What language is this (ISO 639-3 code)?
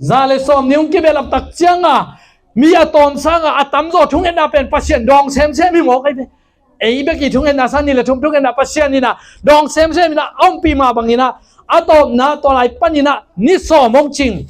ctd